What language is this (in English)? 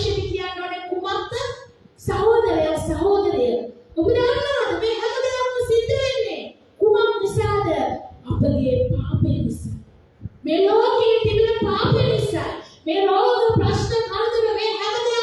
Sinhala